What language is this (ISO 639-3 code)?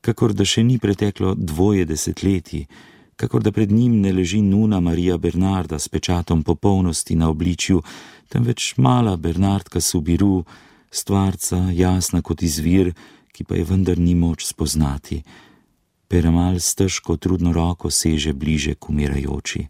slv